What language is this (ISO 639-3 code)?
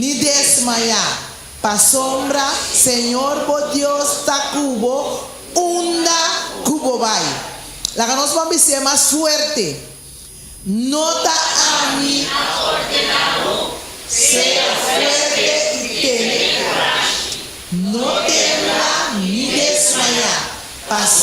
pap